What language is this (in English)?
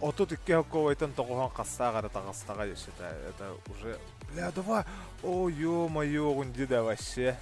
Yakut